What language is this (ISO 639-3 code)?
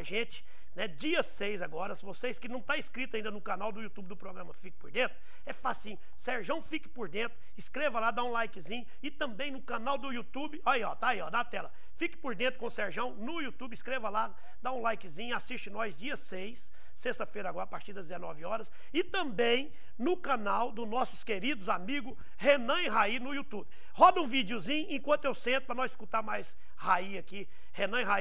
por